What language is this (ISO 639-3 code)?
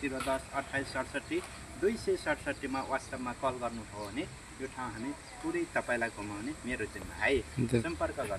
nep